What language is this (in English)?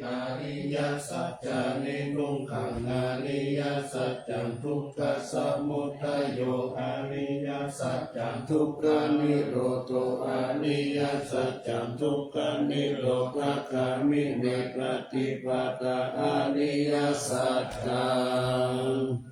Pali